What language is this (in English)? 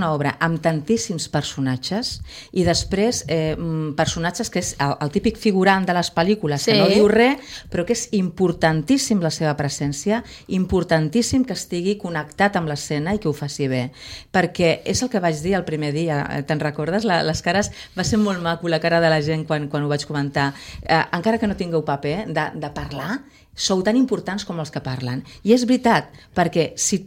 Catalan